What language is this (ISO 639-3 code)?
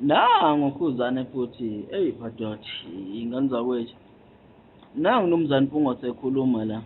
zul